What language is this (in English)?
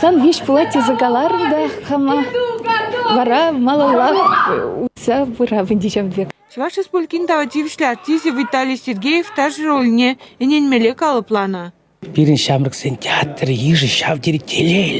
Chuvash